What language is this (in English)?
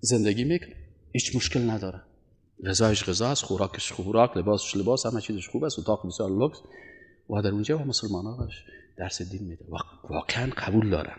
Persian